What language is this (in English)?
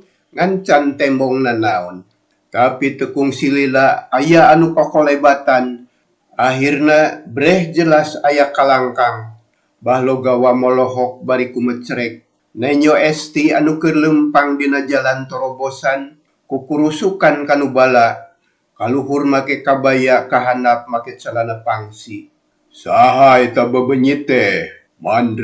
Sundanese